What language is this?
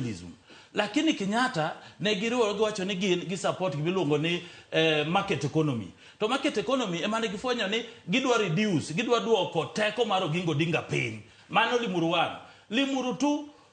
Luo (Kenya and Tanzania)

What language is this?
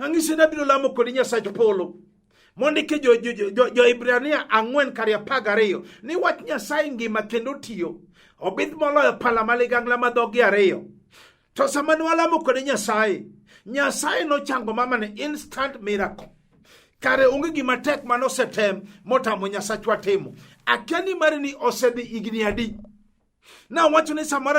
Luo (Kenya and Tanzania)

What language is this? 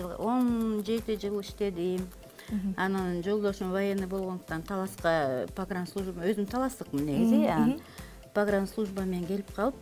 Kyrgyz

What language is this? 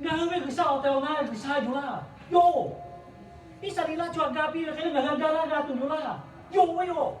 Lahu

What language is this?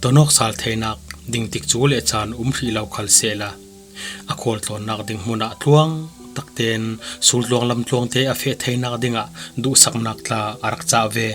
Falam Chin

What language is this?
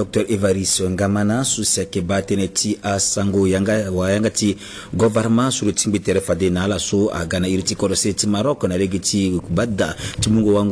Sango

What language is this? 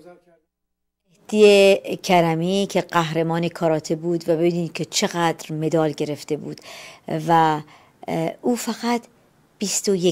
Persian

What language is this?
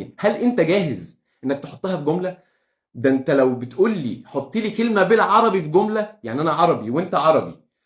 Egyptian Arabic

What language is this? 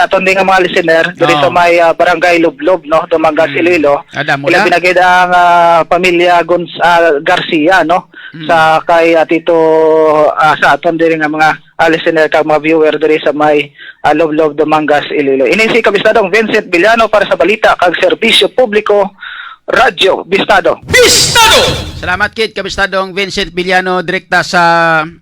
Hiligaynon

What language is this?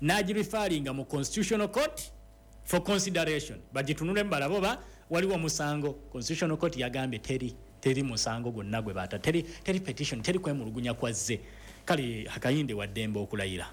Ganda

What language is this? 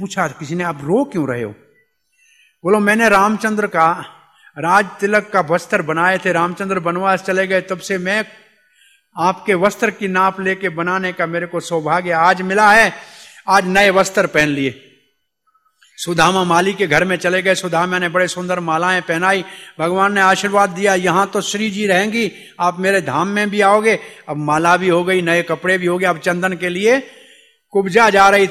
Hindi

